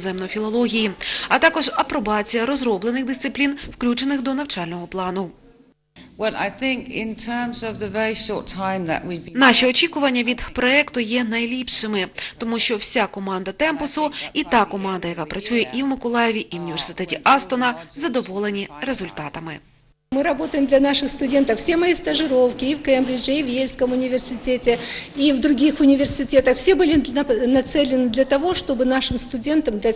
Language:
Ukrainian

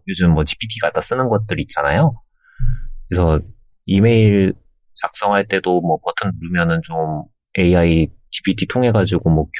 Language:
Korean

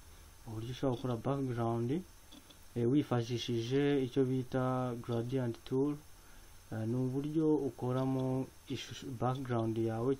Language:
Kinyarwanda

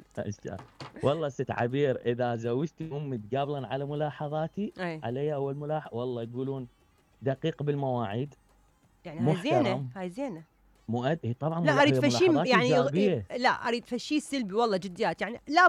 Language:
Mesopotamian Arabic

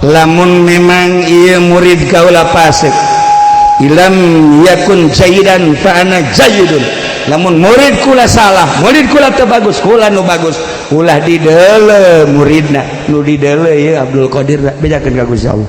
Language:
Sundanese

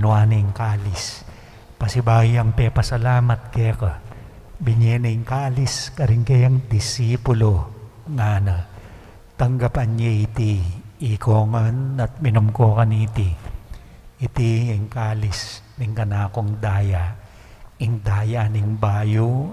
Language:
Pampanga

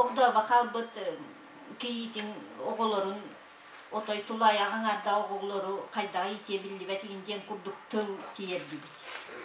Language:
Yakut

